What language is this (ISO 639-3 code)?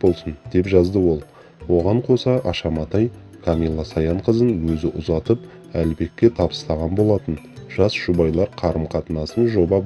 kaz